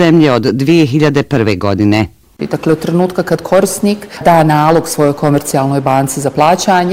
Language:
Bosnian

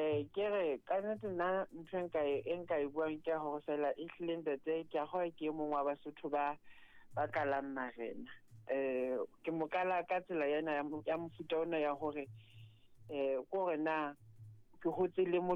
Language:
Southern Sotho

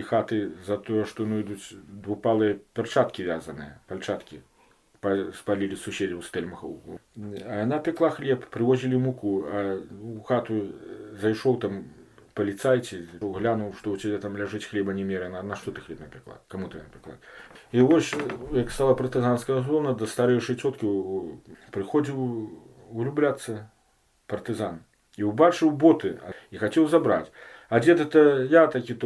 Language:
Belarusian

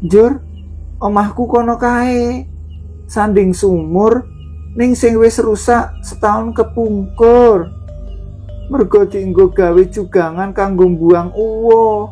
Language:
Javanese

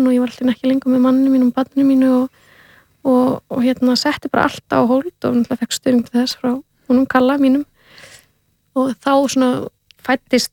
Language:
Icelandic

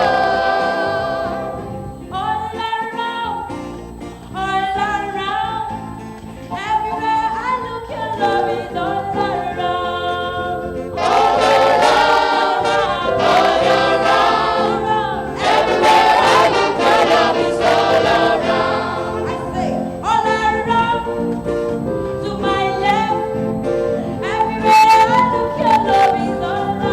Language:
Ewe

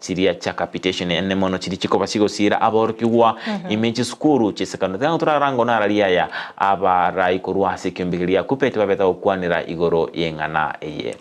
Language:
Gusii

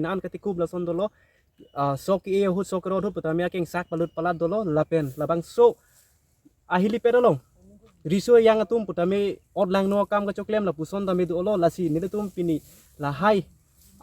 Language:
Karbi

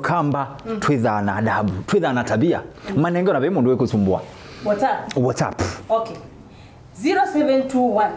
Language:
Kamba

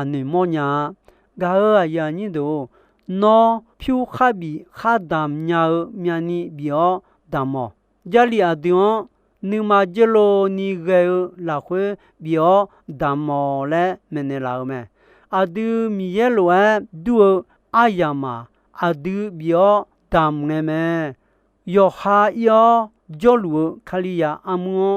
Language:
Akha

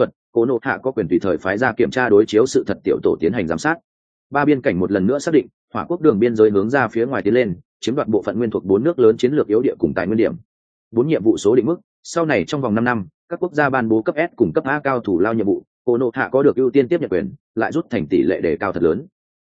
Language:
Vietnamese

